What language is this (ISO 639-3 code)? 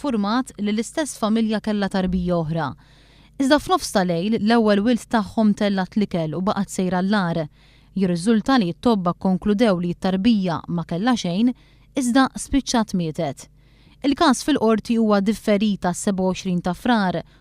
mlt